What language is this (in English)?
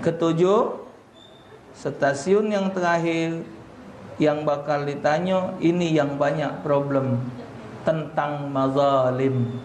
Musi